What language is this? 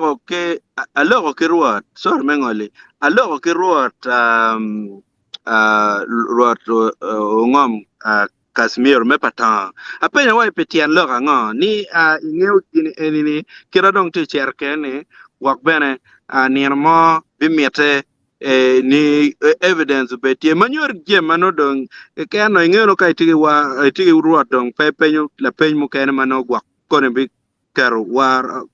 Acoli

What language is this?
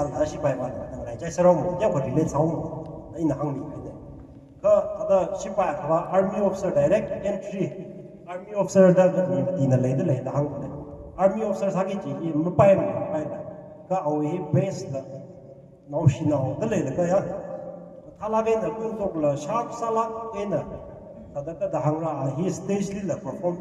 Tangkhul Naga (India)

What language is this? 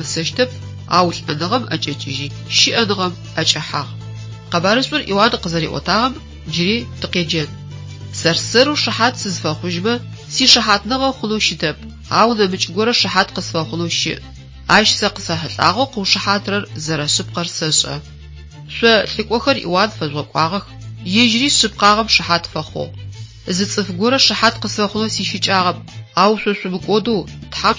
Adyghe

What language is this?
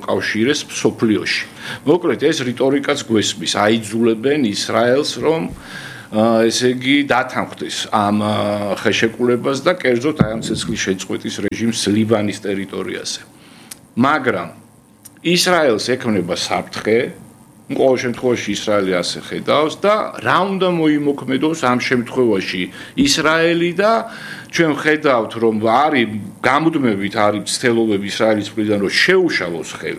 Georgian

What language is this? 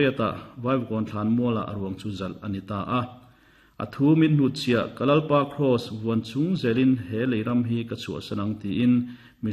Mizo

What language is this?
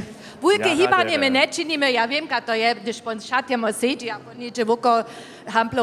Upper Sorbian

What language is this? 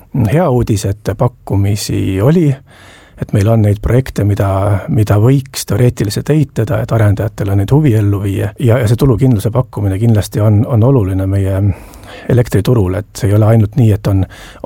Estonian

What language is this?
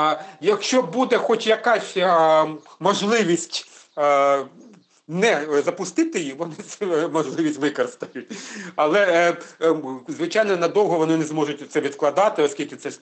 Ukrainian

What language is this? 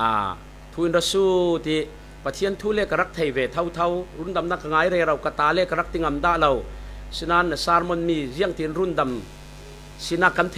Falam Chin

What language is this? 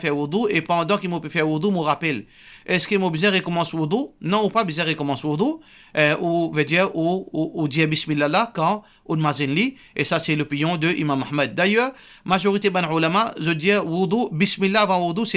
Morisyen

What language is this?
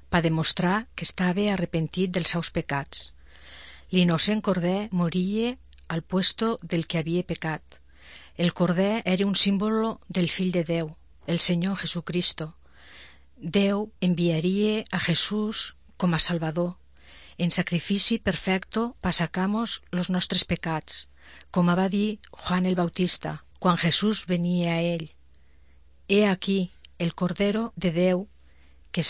Catalan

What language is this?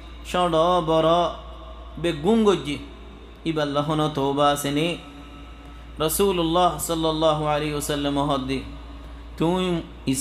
Rohingya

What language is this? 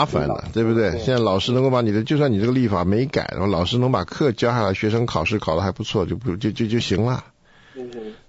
Chinese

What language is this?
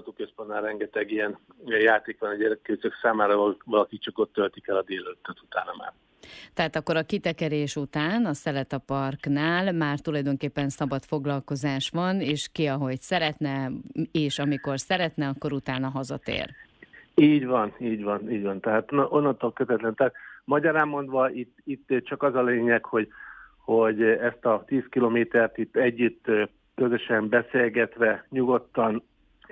Hungarian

